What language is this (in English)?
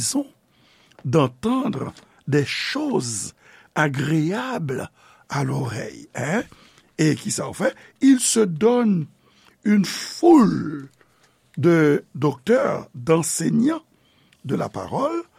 Haitian Creole